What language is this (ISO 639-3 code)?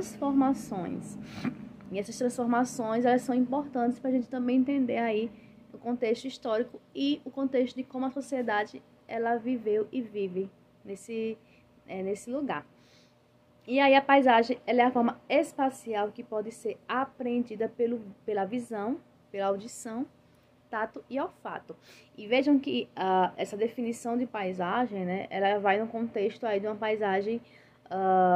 por